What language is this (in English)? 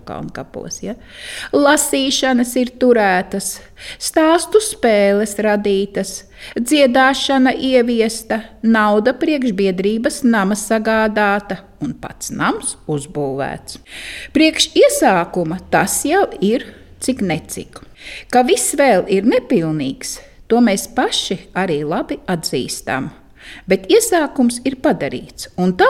Latvian